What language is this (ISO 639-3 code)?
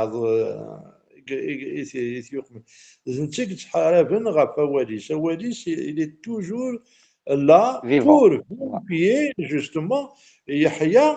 kab